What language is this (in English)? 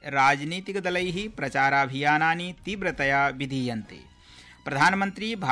Sanskrit